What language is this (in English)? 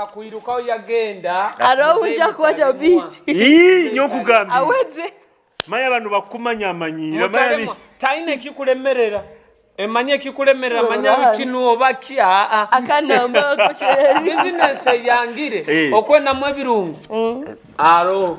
Nyoro